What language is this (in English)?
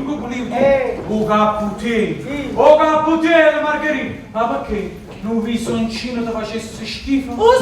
Neapolitan